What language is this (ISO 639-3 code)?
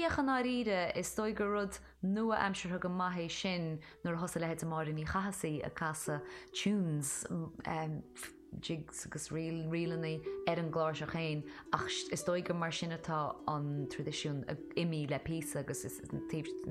gle